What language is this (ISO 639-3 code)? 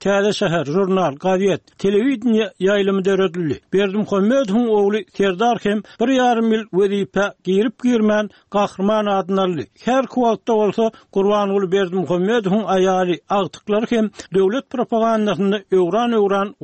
tuk